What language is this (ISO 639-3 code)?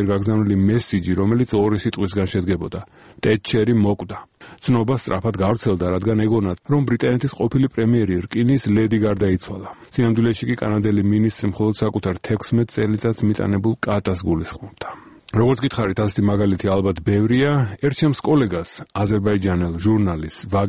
kat